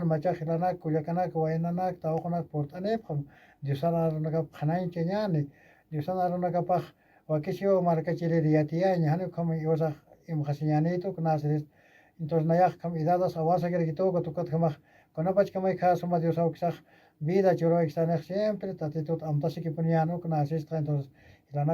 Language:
Aymara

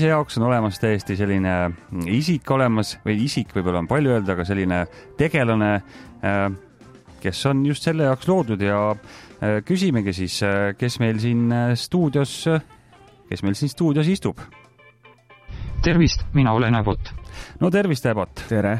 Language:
Estonian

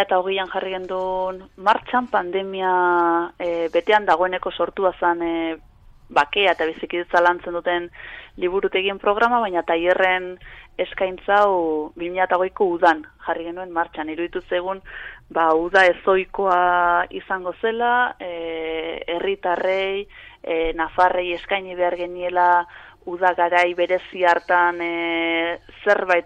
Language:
Basque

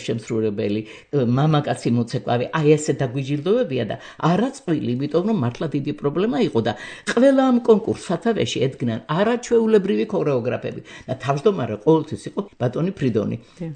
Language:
Georgian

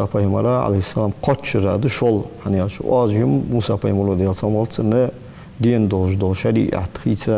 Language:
Ingush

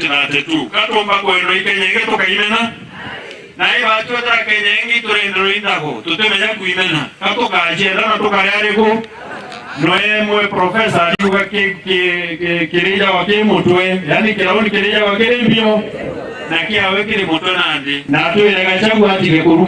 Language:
Meru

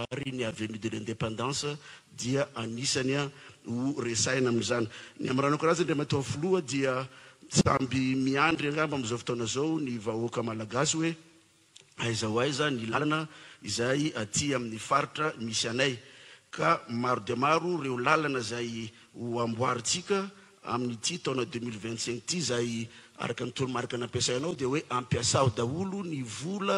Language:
Malagasy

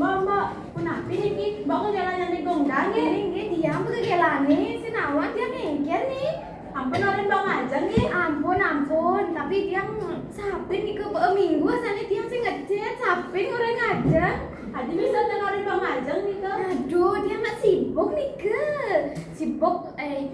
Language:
Balinese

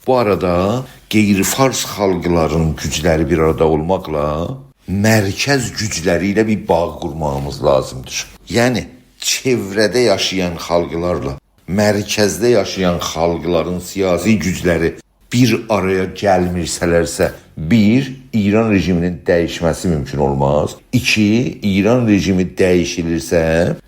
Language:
South Azerbaijani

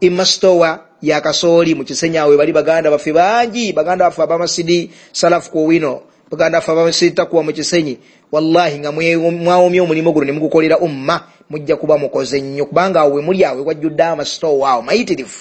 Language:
Ganda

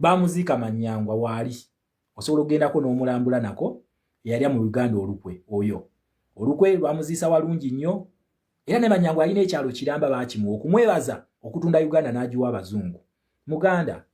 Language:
Ganda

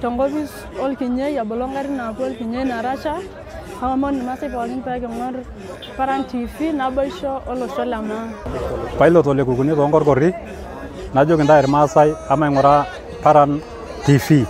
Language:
Masai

